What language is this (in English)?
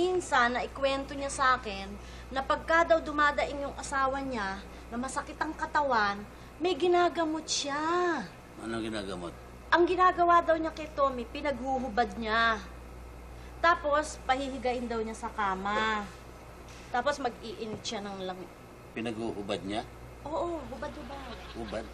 Filipino